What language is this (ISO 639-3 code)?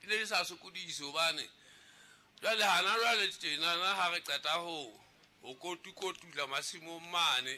sot